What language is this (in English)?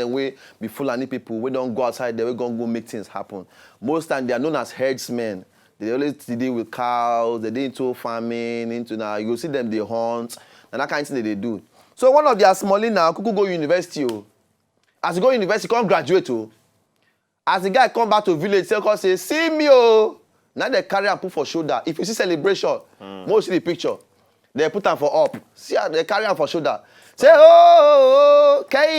Nigerian Pidgin